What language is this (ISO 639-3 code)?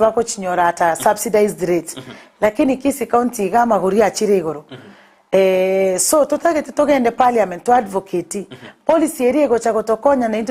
guz